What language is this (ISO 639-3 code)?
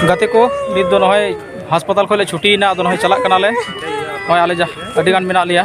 sat